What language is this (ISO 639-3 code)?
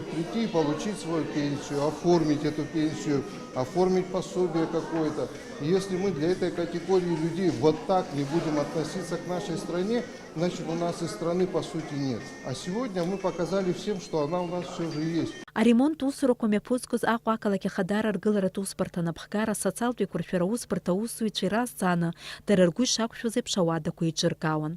abk